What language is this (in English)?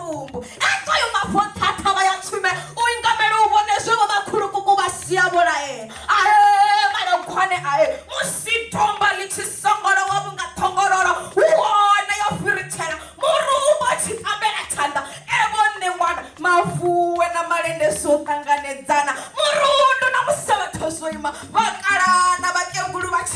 Venda